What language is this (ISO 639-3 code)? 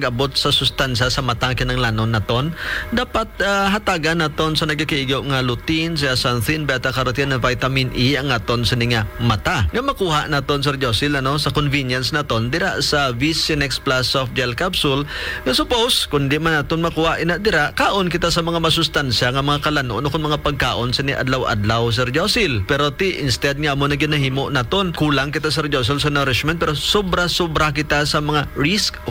hil